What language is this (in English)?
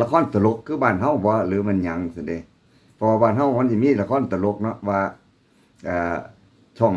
Northeastern Thai